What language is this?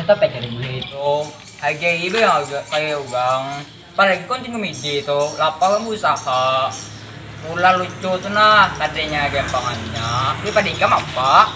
Banjar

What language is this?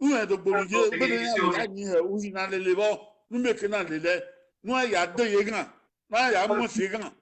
Bini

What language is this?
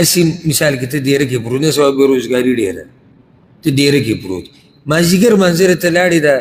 Pashto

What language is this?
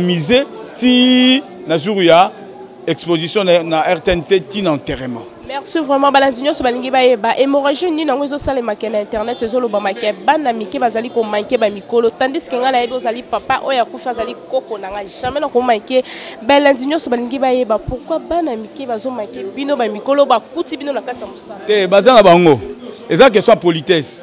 Lingala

